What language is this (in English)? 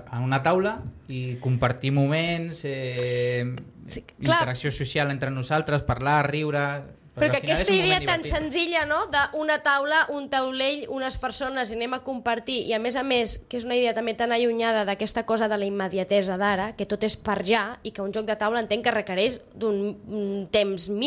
Catalan